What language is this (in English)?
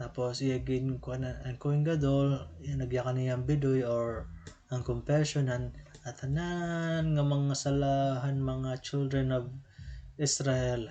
Waray